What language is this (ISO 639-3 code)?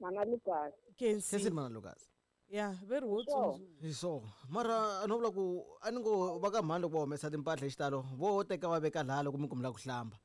tso